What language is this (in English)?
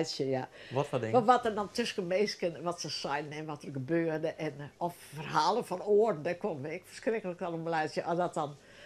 Western Frisian